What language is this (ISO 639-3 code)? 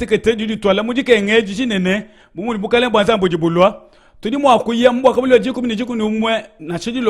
lua